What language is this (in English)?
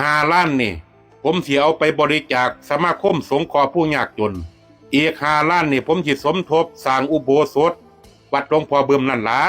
Northeastern Thai